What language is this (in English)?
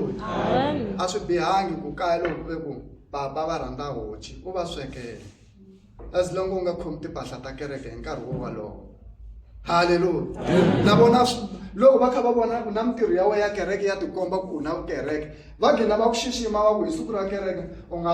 Tsonga